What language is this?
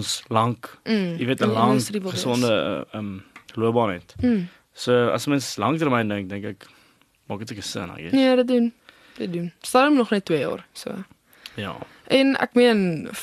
Afrikaans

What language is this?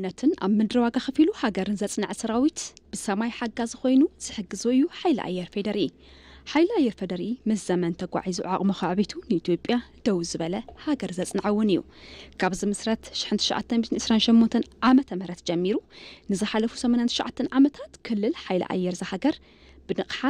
Tigrinya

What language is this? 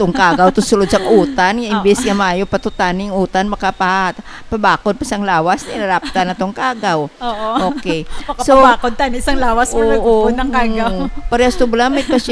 Hiligaynon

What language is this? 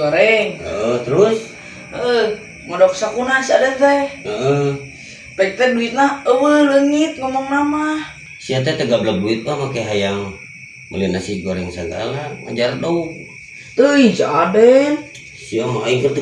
Sundanese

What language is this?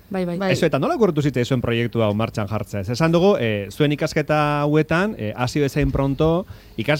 Basque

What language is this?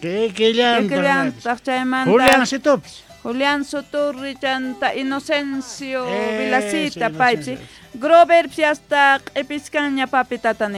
South Bolivian Quechua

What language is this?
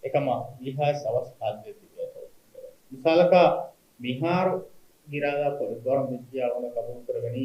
Divehi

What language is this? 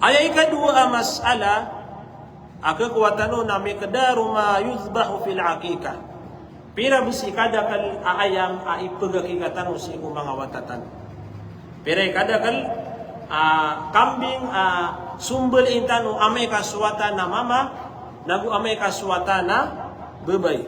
Maranao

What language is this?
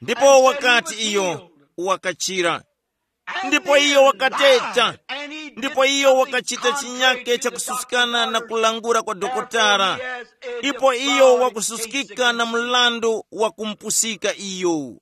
Tumbuka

